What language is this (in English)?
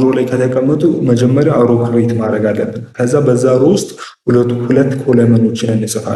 Amharic